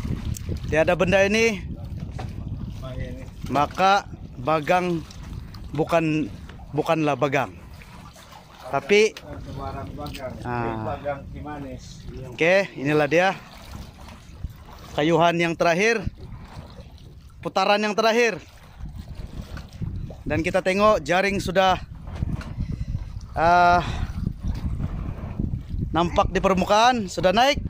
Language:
Malay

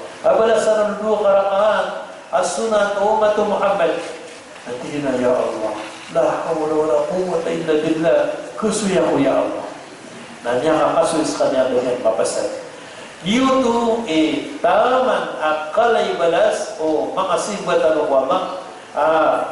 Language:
Maranao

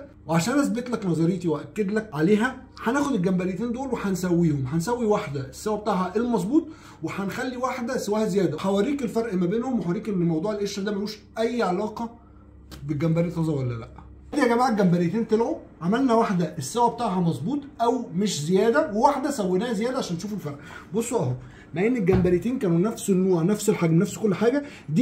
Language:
Egyptian Arabic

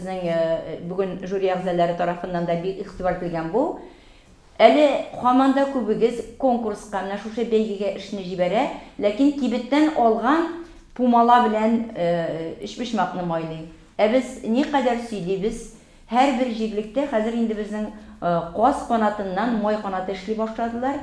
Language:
Tatar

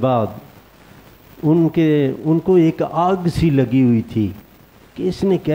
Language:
Urdu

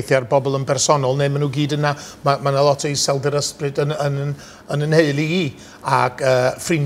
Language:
Welsh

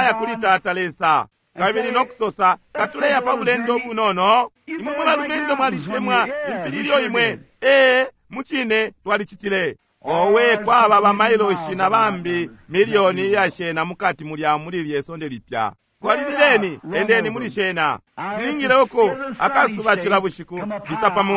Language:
Bemba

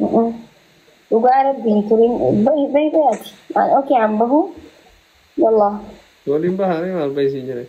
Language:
Oromo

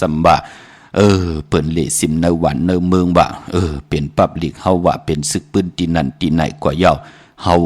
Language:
Shan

